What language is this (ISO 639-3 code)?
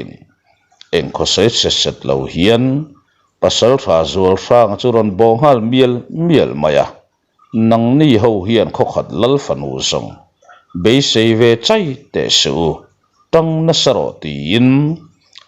lus